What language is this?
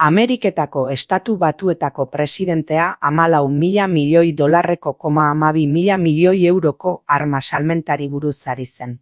Basque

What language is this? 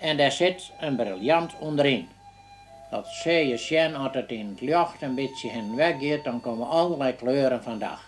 Western Frisian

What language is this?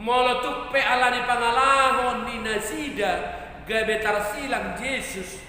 Batak Toba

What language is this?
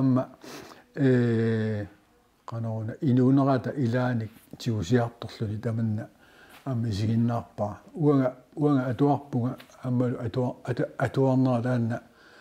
Kalaallisut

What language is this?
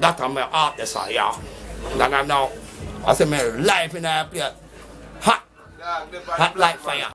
Jamaican Creole English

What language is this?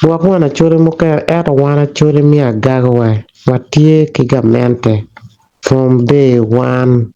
Acoli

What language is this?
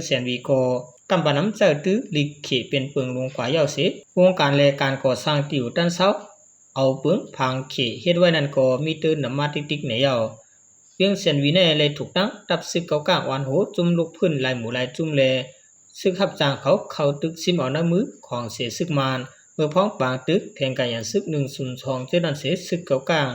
Shan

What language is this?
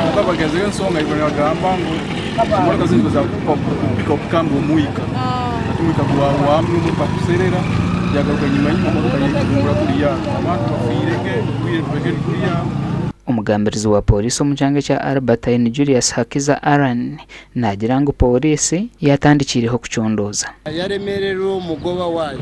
Nyankole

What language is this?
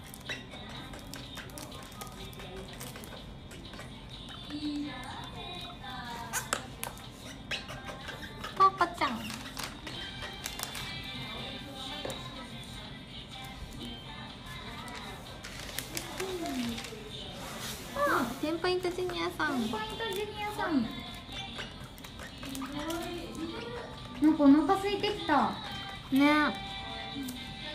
Japanese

